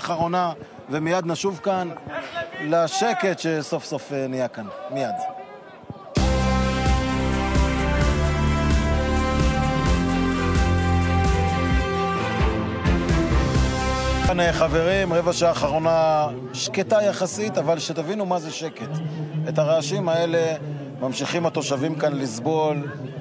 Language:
Hebrew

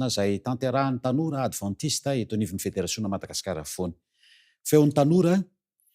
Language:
Malagasy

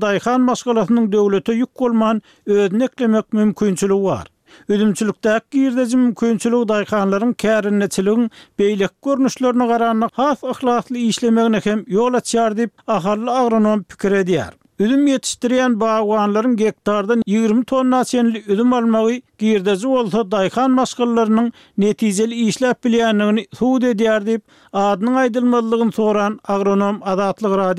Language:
Turkmen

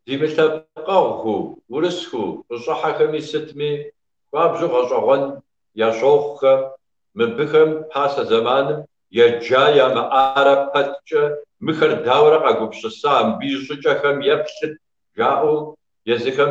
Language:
Kabardian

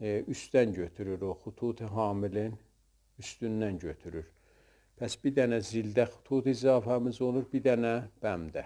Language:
South Azerbaijani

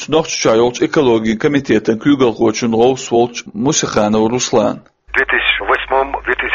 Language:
Chechen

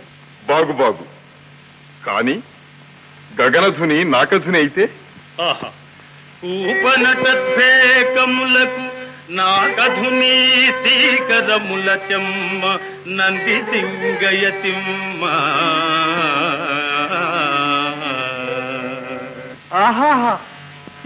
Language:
Telugu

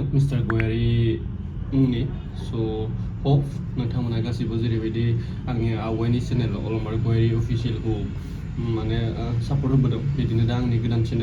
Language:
Bodo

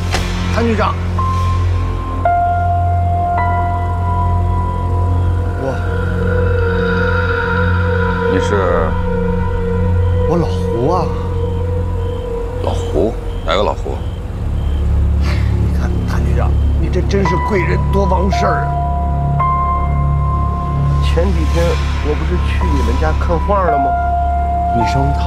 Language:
Chinese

